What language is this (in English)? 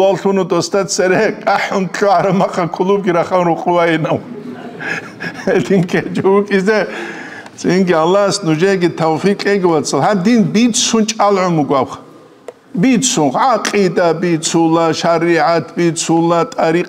Avaric